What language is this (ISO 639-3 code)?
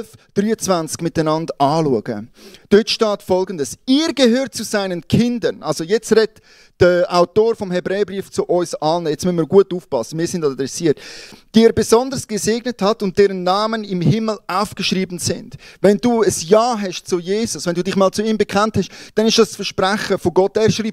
gsw